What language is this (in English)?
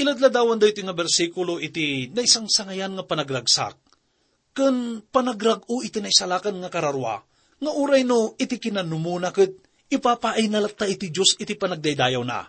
Iloko